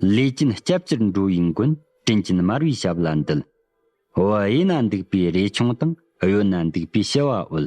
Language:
Tibetan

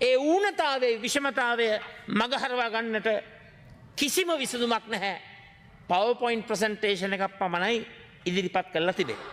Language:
Sinhala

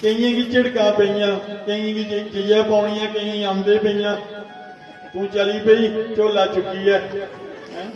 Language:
Dogri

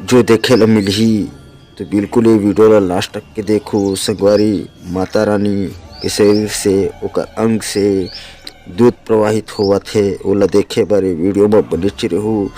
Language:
Chhattisgarhi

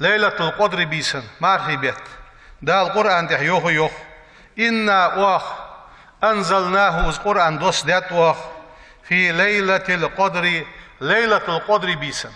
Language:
Ingush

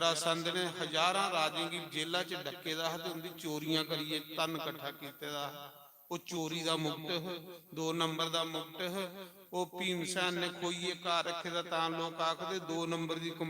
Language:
Dogri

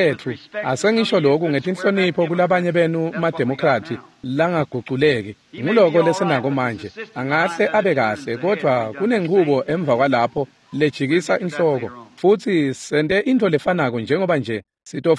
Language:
Swati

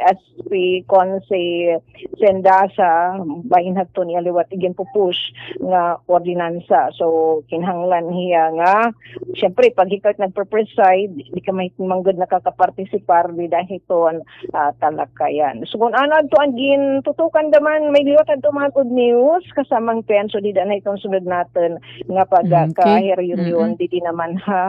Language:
Waray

